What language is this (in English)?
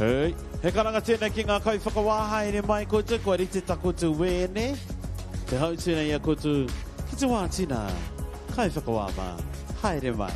Māori